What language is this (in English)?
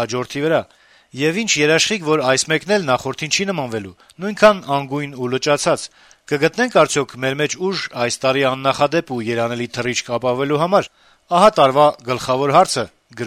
Armenian